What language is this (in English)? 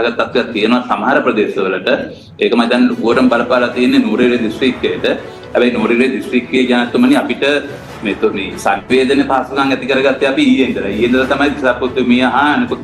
Sinhala